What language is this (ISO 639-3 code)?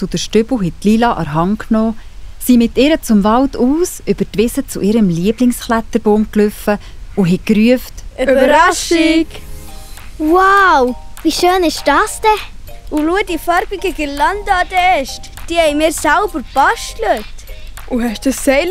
gsw